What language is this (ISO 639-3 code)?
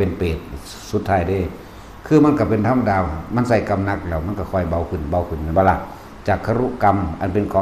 lao